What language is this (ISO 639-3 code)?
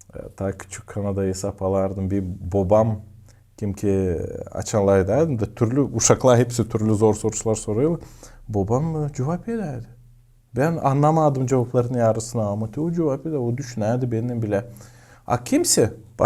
gag